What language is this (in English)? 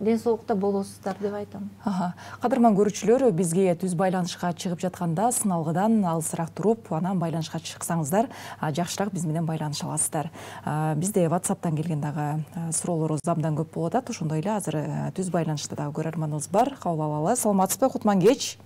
Kyrgyz